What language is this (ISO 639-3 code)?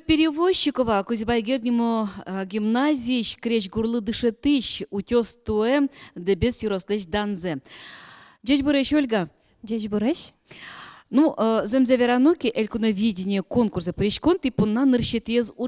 udm